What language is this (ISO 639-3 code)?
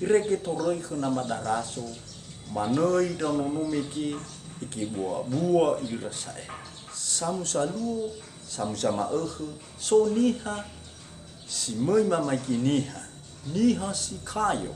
nia